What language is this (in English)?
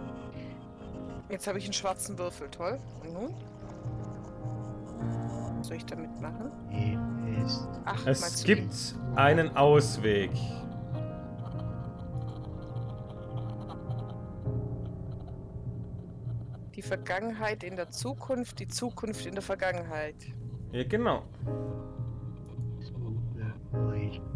German